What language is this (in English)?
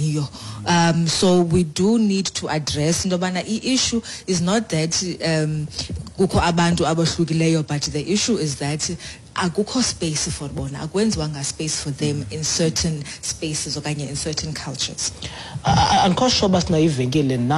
Xhosa